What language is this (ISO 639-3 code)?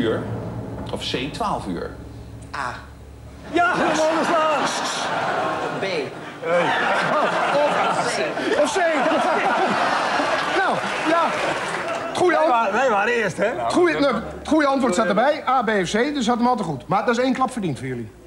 nld